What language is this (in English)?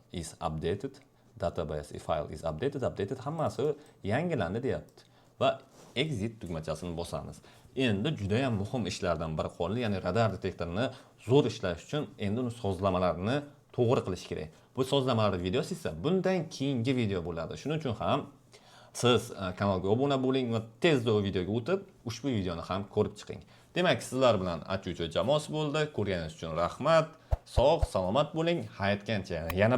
Uzbek